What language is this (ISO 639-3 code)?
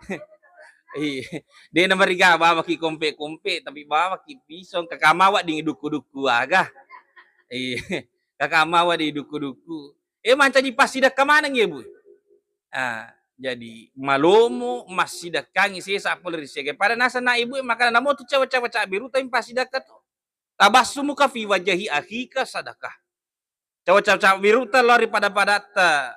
bug